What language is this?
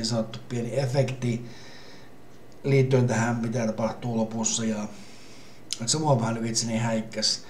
Finnish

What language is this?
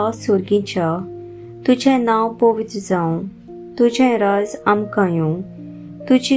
Konkani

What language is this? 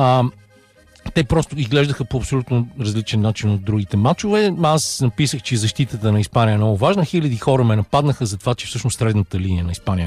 Bulgarian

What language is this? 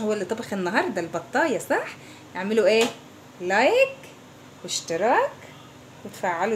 Egyptian Arabic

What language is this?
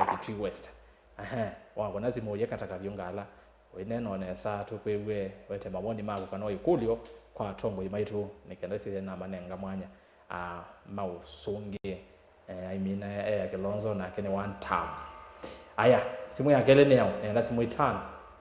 Kamba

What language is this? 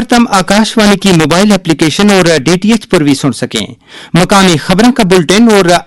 Gujari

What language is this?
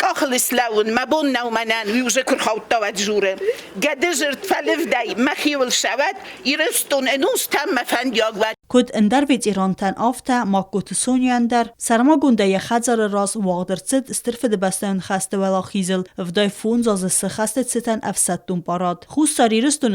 Ossetic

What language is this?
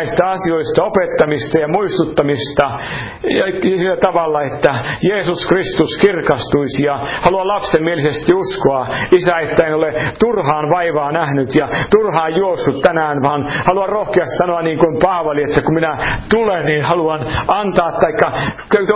Finnish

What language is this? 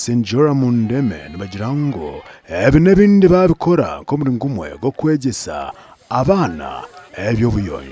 Nyankole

